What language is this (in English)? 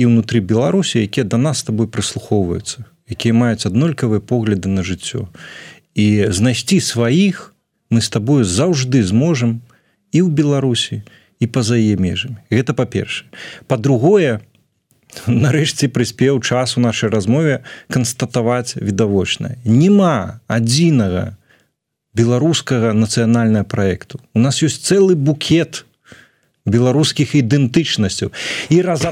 Belarusian